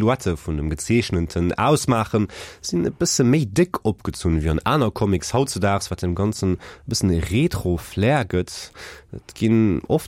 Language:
Luxembourgish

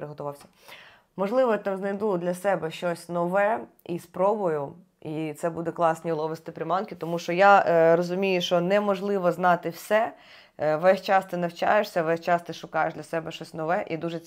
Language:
Ukrainian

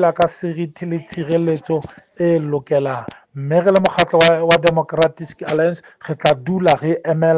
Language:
Southern Sotho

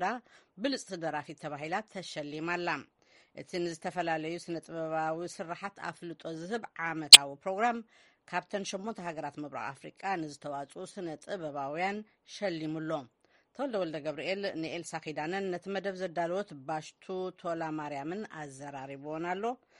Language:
Tigrinya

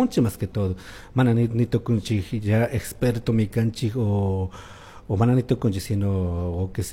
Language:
Chimborazo Highland Quichua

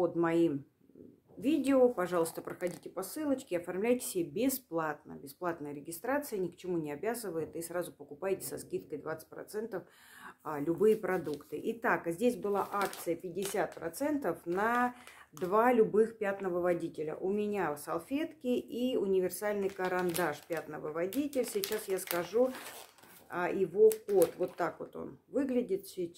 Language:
Russian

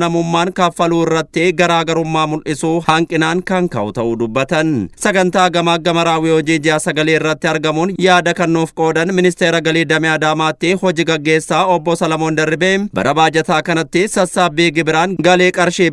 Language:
Oromo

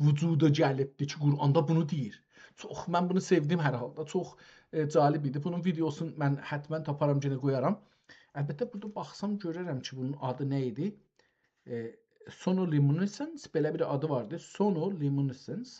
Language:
South Azerbaijani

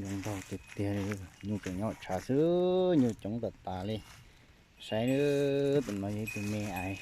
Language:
Hmong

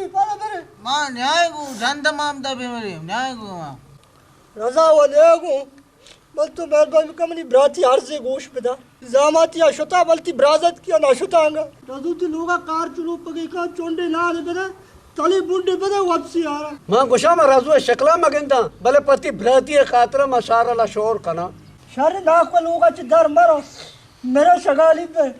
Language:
Eastern Balochi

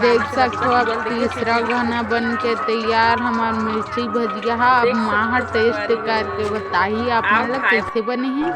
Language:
Chhattisgarhi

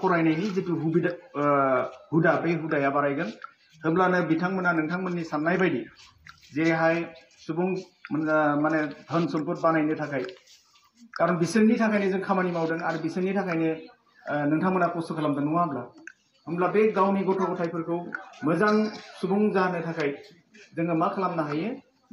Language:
Bodo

